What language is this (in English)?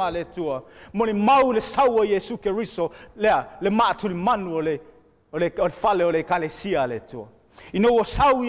Samoan